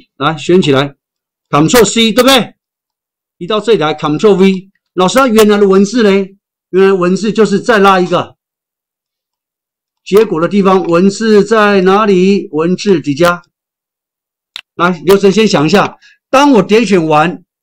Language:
Chinese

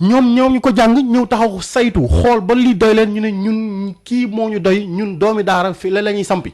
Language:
Wolof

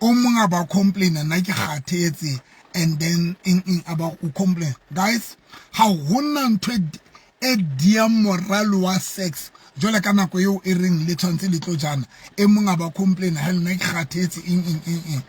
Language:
Southern Sotho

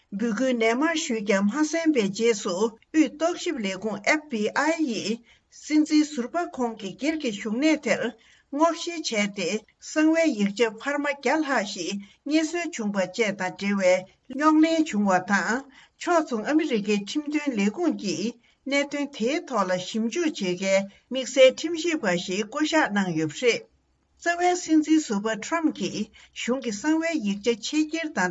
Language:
Tibetan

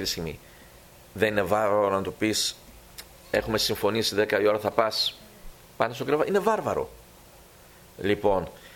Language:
Greek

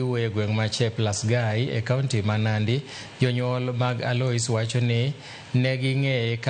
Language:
Luo (Kenya and Tanzania)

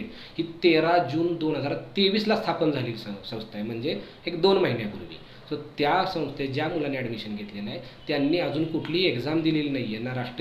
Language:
Marathi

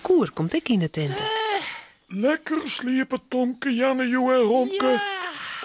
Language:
Western Frisian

